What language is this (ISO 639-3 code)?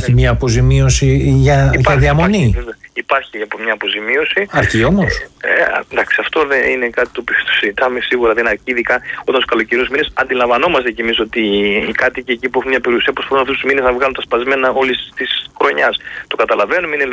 ell